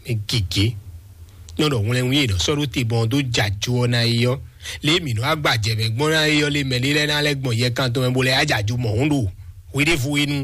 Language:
Fon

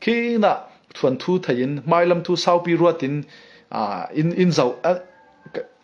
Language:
Falam Chin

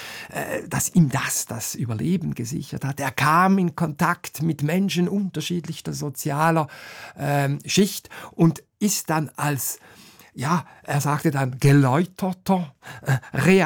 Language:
German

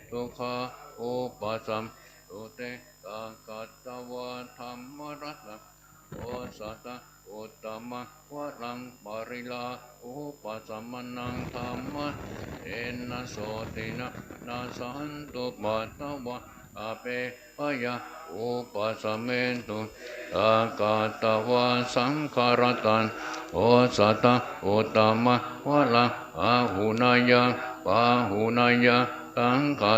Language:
Pali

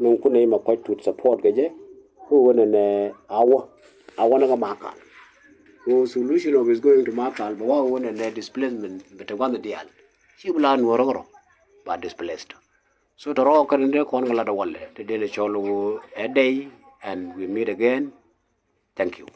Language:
Nuer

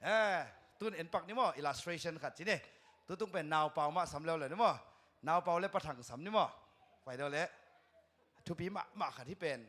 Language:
Tedim Chin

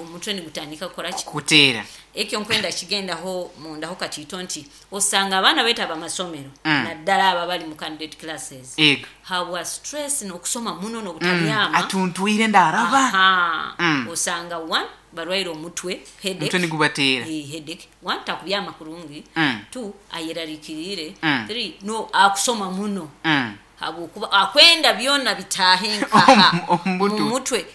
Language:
Nyoro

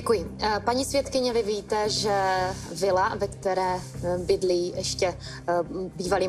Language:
Czech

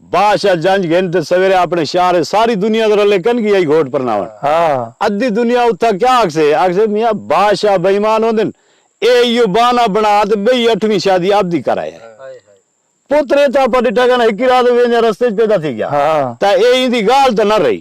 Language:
Saraiki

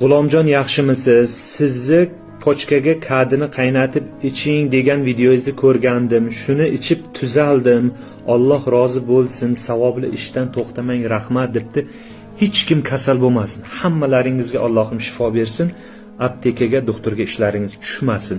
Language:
Uzbek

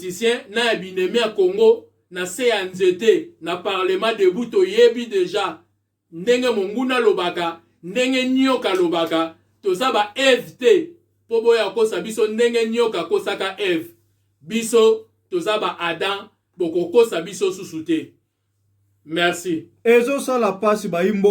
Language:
Lingala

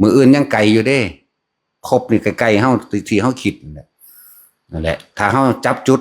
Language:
Northeastern Thai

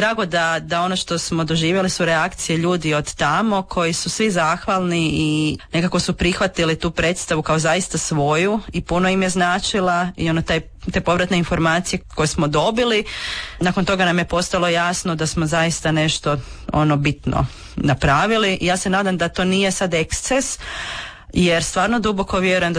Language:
Croatian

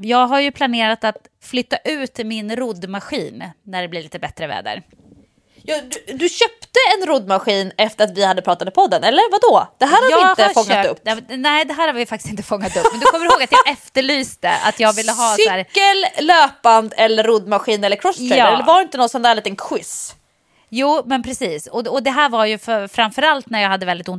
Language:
Swedish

